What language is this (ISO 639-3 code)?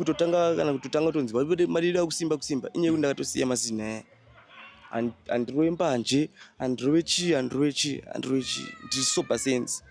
sna